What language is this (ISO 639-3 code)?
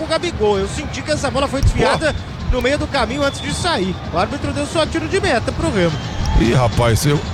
por